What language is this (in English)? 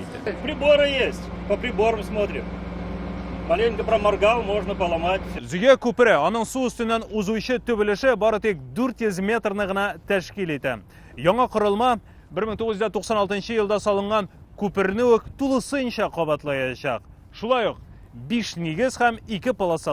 Tatar